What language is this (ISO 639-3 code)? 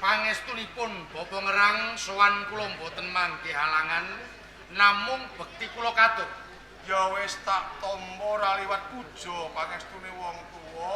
jav